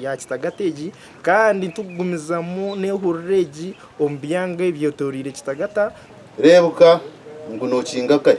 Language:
Nyankole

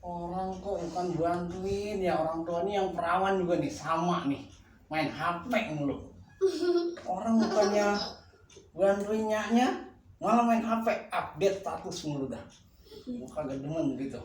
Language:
Betawi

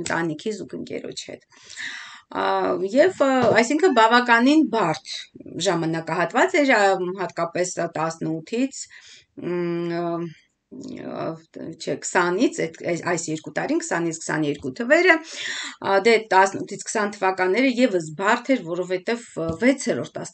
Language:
Armenian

